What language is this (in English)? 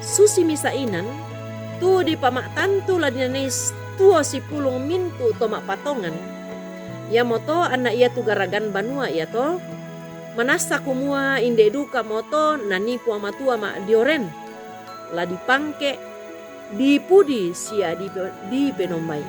Toraja-Sa'dan